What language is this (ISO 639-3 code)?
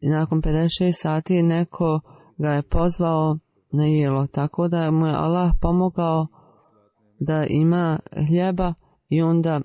bos